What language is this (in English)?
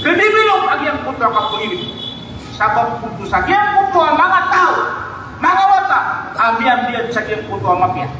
Maranao